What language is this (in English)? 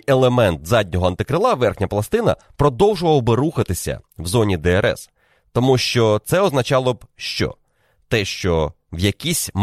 Ukrainian